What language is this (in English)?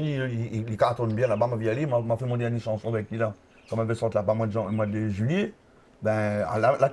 Réunion Creole French